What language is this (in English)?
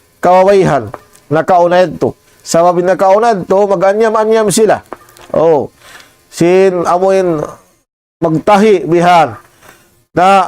Tausug